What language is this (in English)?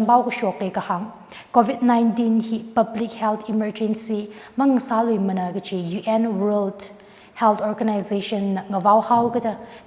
Tangkhul Naga (India)